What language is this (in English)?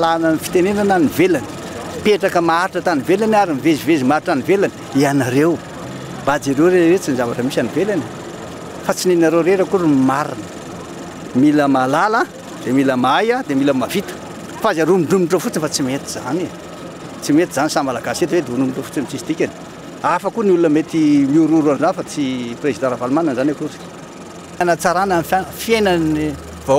Malagasy